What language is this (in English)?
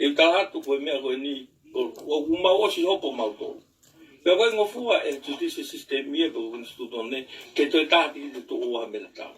Tongan